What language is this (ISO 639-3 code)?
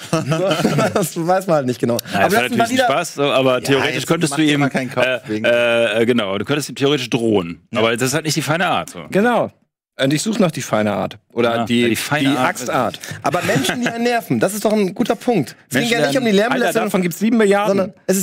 deu